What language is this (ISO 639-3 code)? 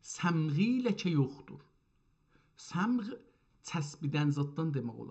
azb